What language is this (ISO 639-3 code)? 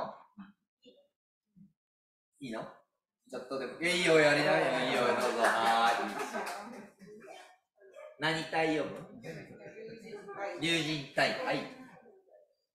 jpn